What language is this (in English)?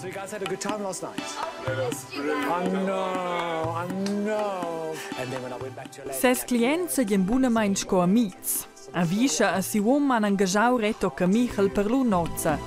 Romansh